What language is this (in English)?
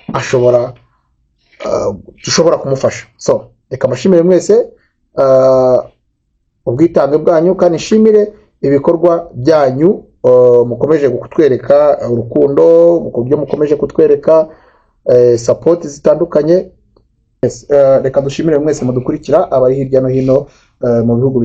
Kinyarwanda